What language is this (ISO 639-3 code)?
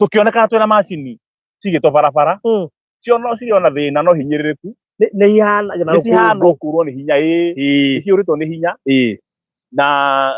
kik